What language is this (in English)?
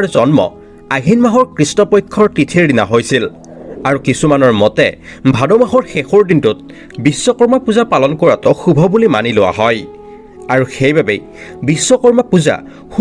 Assamese